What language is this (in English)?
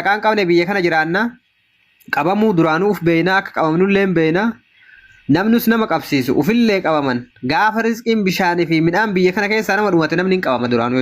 Oromo